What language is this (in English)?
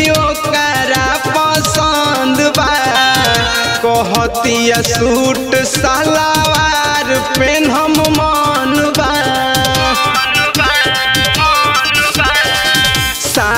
Bhojpuri